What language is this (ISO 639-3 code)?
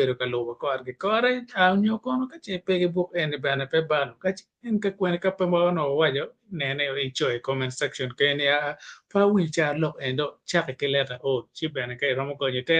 ach